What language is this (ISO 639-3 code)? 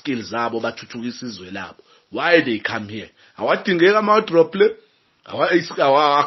zul